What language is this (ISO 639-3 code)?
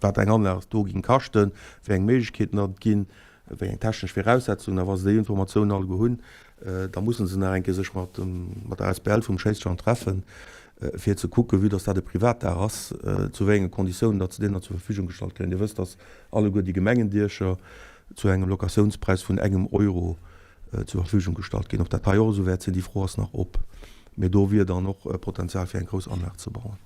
ltz